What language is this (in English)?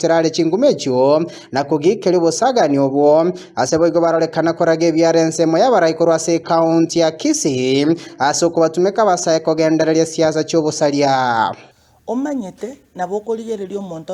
Gusii